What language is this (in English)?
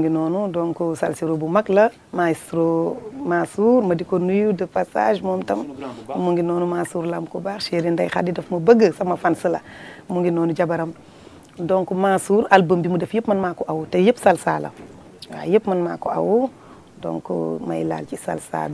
Wolof